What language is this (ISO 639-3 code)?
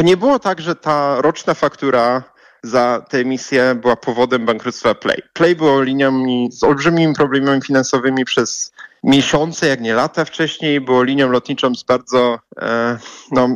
pol